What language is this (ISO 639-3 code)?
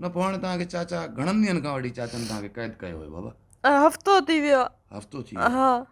snd